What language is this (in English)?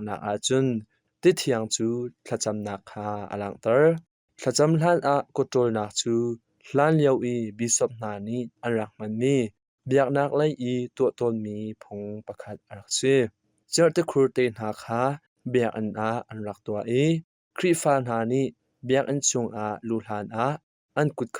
Hakha Chin